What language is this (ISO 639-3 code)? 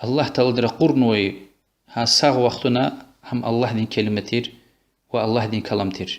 lez